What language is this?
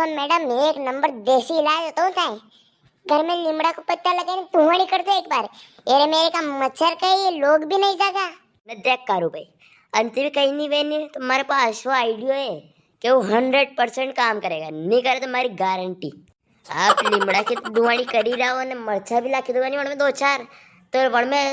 Rajasthani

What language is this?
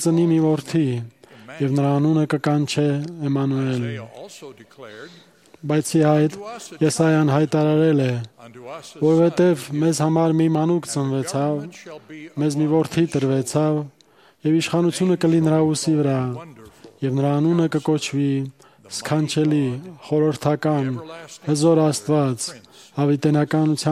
Armenian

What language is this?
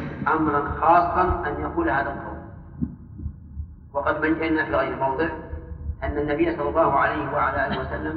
Arabic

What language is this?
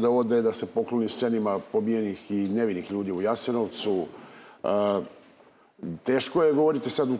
Serbian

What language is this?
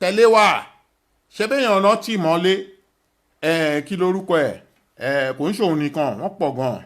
Yoruba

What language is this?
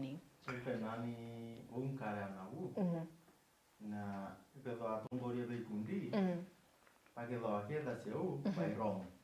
Meru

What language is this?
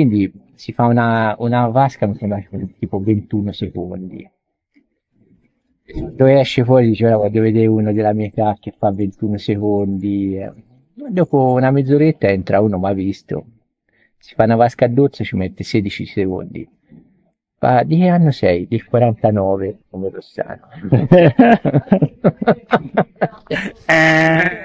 Italian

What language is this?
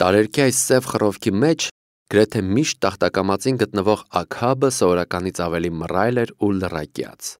Armenian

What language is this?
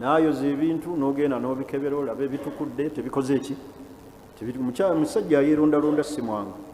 Ganda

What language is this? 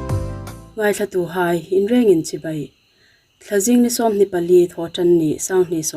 Hmar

